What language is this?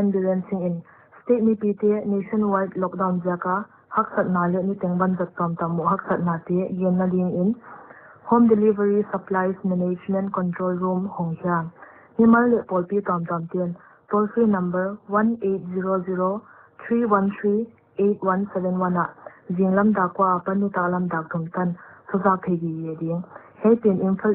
Paite Chin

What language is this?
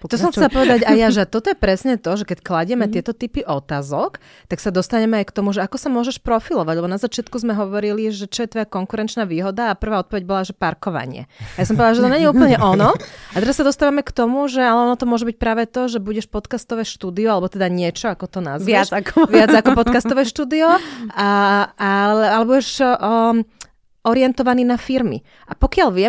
Slovak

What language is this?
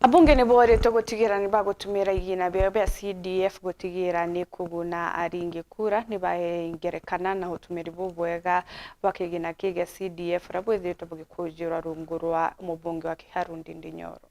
Meru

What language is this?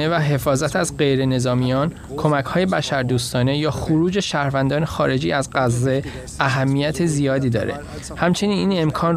Persian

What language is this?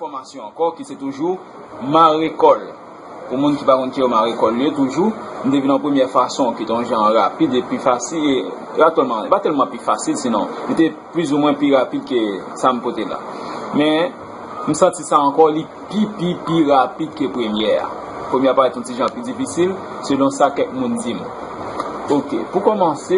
Haitian Creole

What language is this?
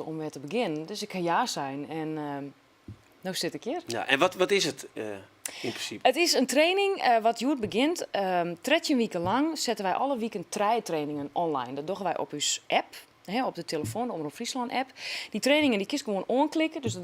Western Frisian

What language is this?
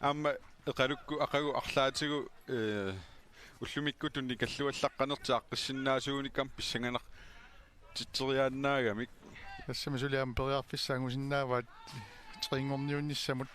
Kalaallisut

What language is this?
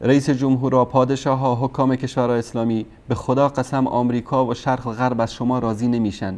Persian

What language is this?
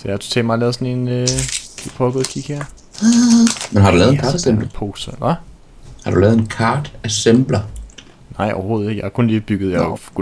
Danish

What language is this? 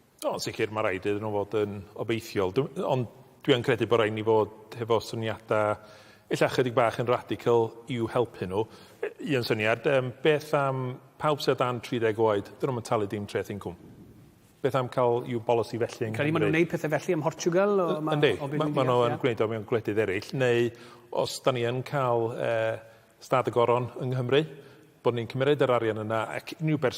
Welsh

